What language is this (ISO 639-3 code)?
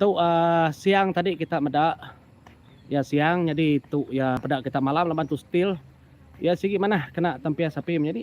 iba